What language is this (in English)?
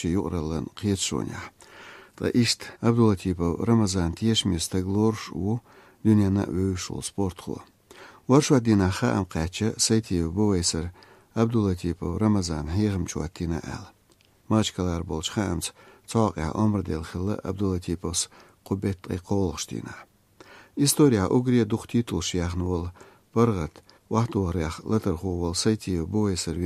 Chechen